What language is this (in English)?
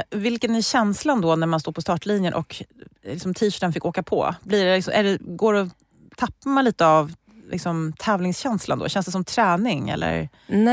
Swedish